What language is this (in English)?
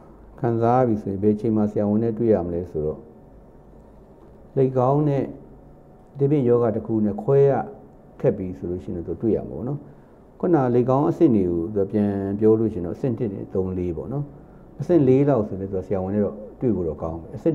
Burmese